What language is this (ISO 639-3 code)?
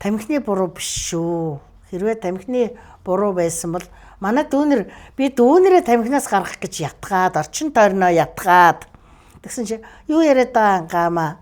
mon